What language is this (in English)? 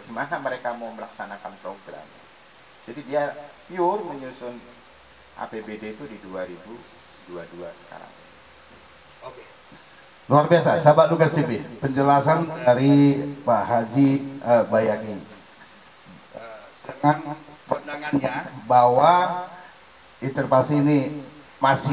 Indonesian